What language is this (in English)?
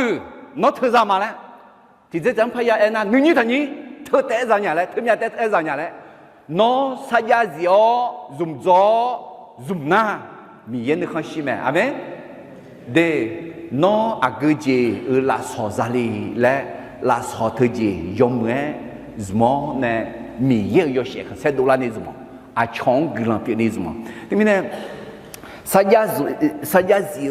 Akha